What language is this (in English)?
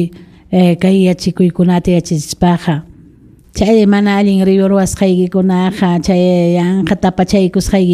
Ayacucho Quechua